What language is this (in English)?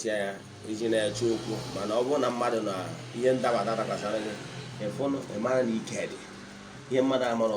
Igbo